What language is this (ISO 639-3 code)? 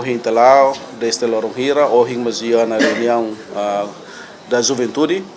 tet